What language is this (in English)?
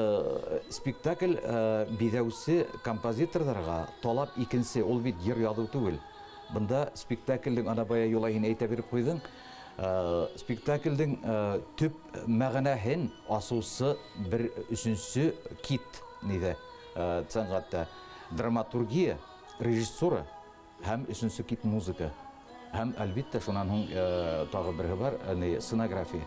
Bashkir